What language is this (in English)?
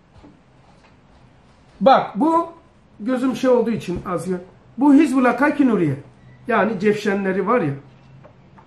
Turkish